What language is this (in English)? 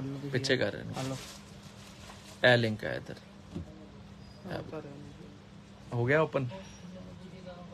Punjabi